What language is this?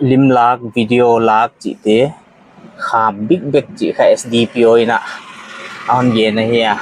Paite Chin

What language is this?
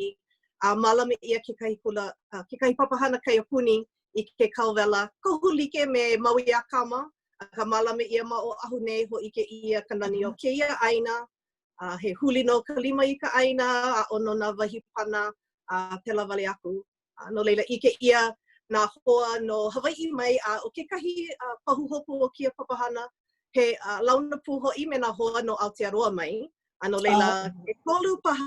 Hawaiian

